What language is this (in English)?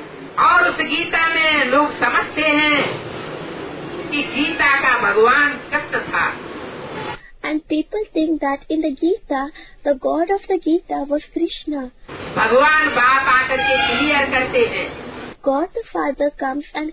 Hindi